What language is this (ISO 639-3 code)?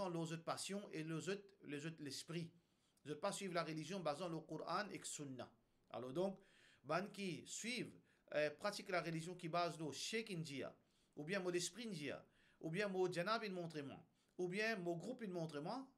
mfe